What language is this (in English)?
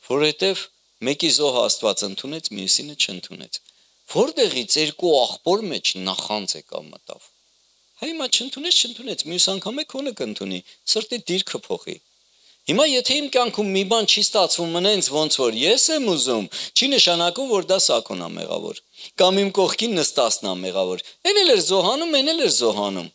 Armenian